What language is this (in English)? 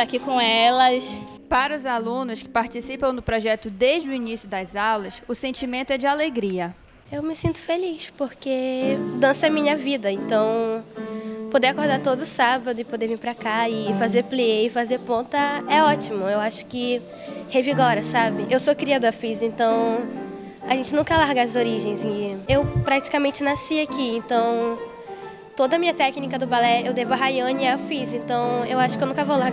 Portuguese